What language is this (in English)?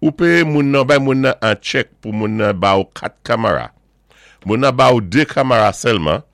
Saint Lucian Creole French